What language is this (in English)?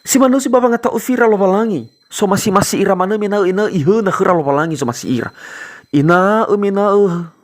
Nias